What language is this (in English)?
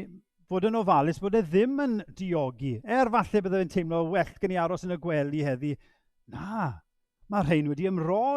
Welsh